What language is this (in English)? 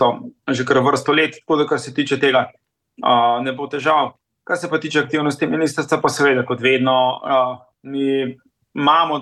Slovenian